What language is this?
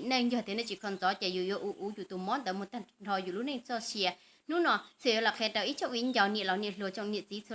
Hmong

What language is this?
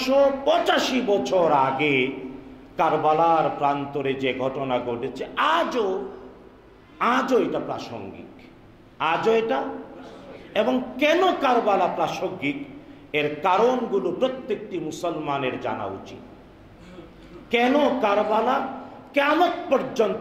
Bangla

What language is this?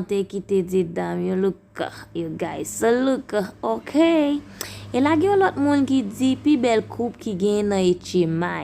Haitian Creole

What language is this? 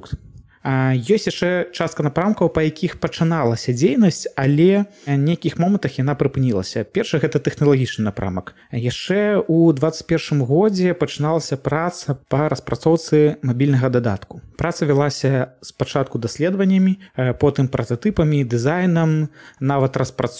Belarusian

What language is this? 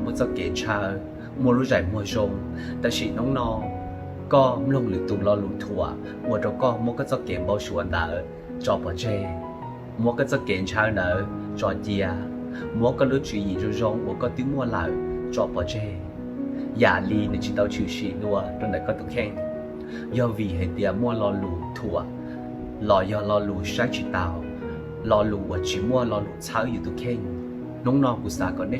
Hmong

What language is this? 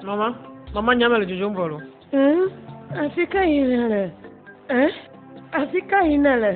Ewe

